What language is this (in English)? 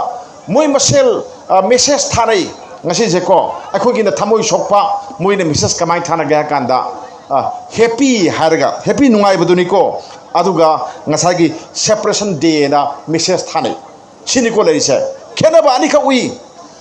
Manipuri